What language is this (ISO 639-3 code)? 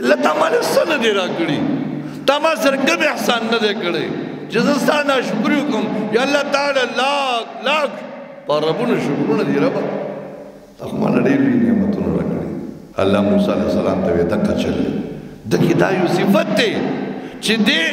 pus